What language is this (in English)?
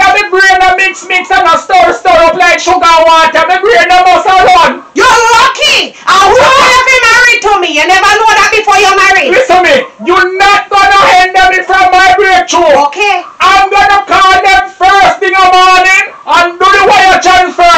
Jamaican Creole English